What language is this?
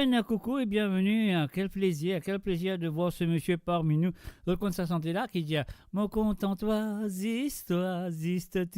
Morisyen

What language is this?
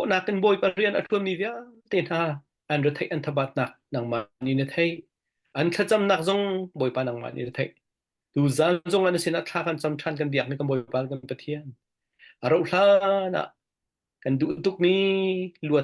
Hakha Chin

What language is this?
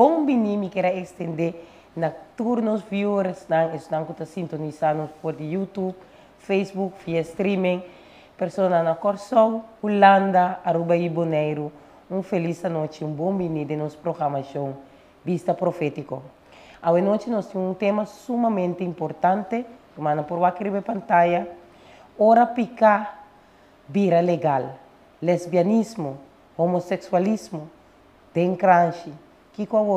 Papiamento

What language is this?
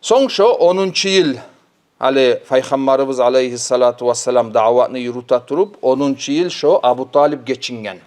Kumyk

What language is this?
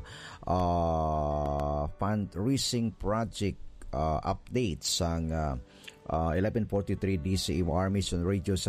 Hiligaynon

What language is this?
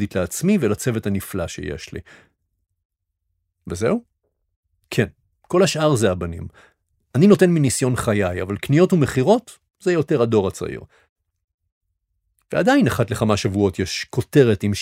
Hebrew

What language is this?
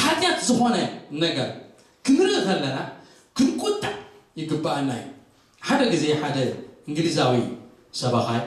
Tigrinya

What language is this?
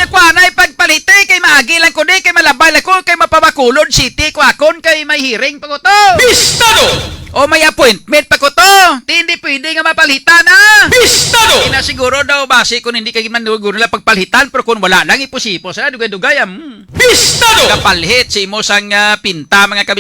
Hiligaynon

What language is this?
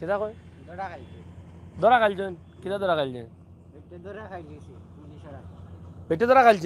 Sylheti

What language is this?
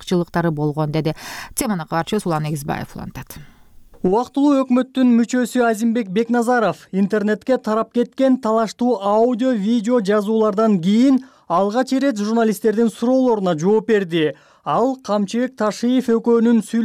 Kyrgyz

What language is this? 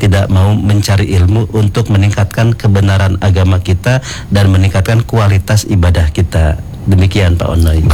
Indonesian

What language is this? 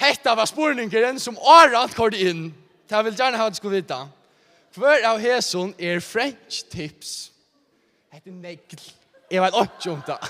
Faroese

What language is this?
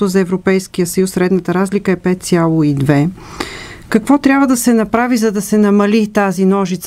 Bulgarian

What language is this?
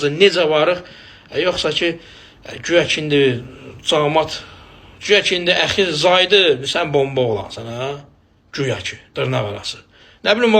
Azerbaijani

